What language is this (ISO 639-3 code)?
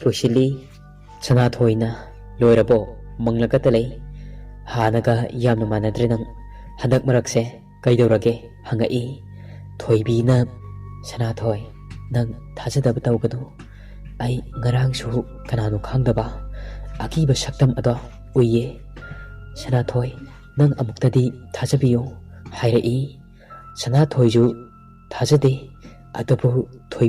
mni